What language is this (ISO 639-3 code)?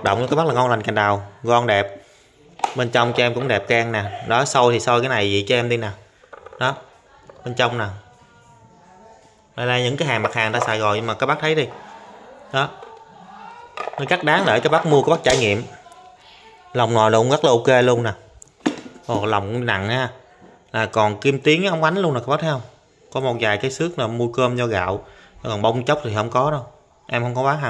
vie